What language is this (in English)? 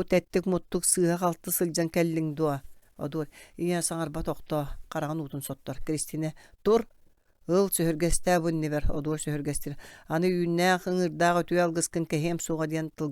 Yakut